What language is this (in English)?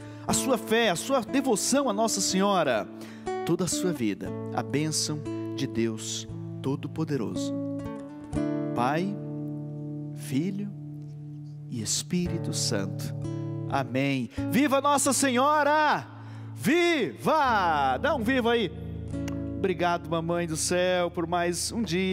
Portuguese